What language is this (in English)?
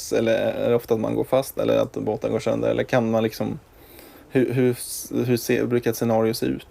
Swedish